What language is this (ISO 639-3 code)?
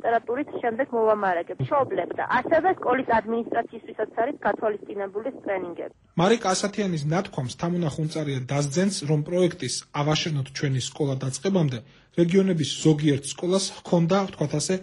kat